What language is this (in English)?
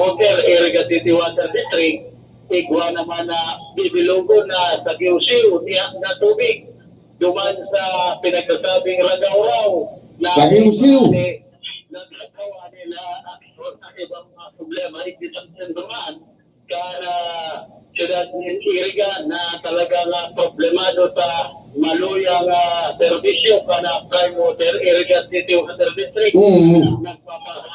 Bikol